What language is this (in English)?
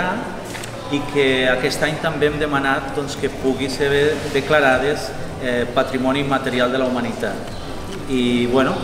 Catalan